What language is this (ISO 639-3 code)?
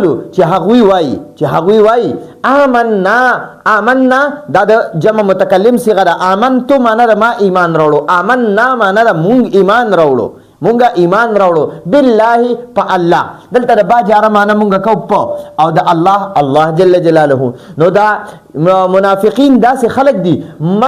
pus